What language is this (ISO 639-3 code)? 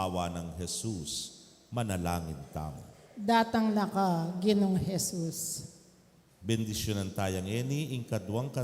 pam